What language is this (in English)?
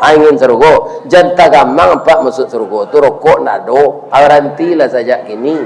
Minangkabau